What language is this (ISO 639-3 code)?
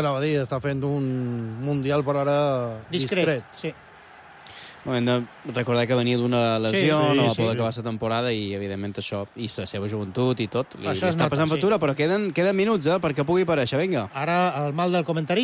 cat